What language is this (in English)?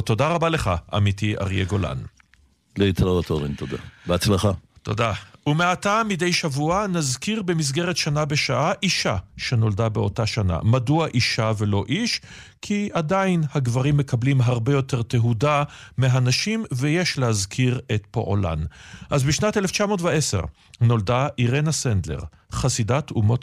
Hebrew